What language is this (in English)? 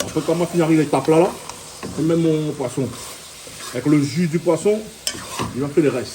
Réunion Creole French